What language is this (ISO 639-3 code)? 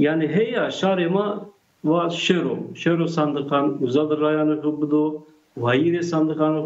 zza